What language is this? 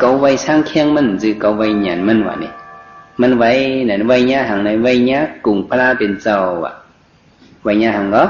Shan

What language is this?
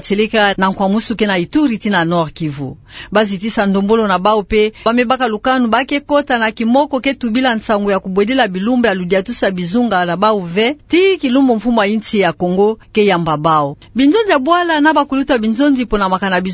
Kituba (Democratic Republic of Congo)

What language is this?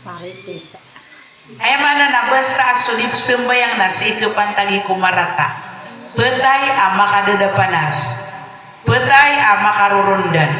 Maranao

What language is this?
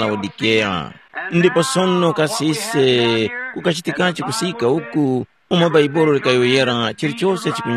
Tumbuka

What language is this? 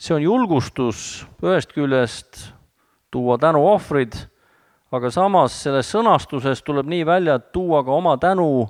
Estonian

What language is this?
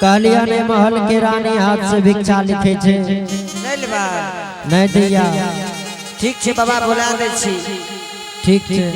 Angika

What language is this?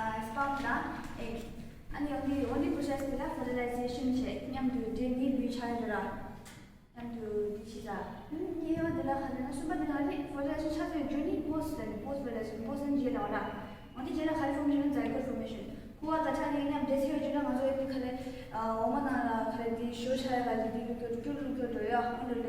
Tibetan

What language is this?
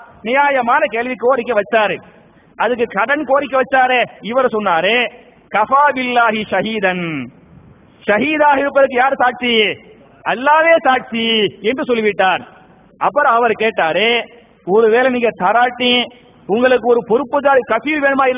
Tamil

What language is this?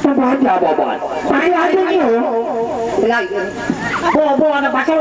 Sasak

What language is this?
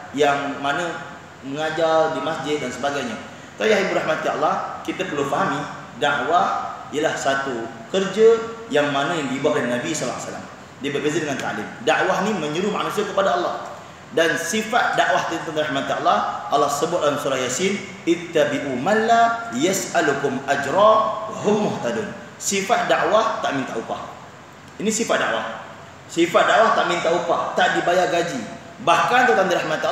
Malay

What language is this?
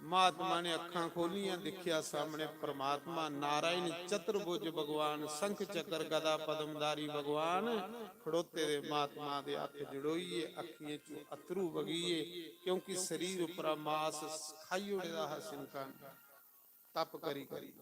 Dogri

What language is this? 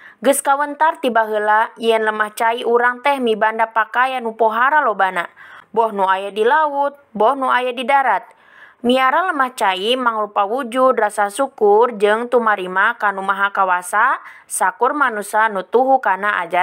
Sundanese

